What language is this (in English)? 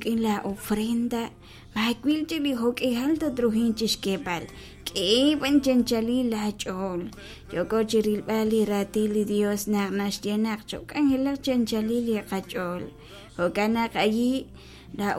Kekchí